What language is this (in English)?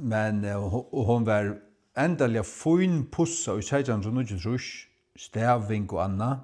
Faroese